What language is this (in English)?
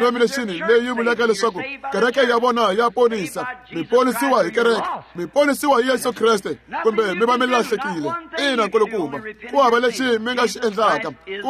Tsonga